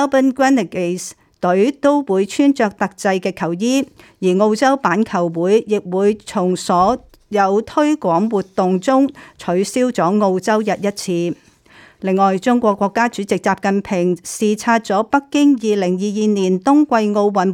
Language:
Cantonese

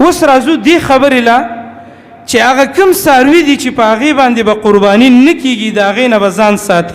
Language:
Pashto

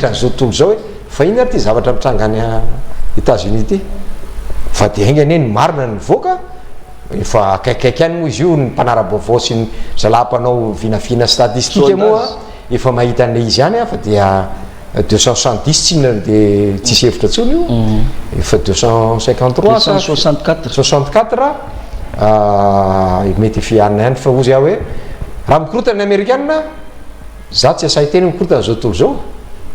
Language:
Malagasy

